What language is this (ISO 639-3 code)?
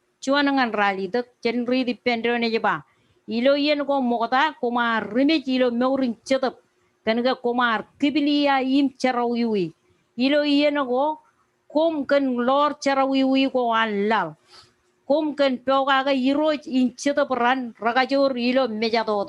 mah